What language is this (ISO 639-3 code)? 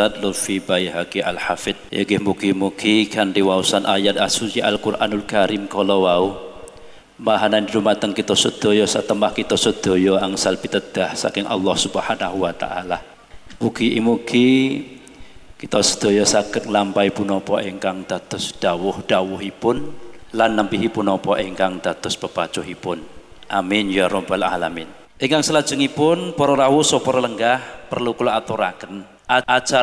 jav